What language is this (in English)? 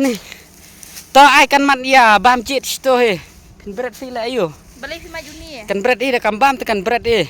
Khasi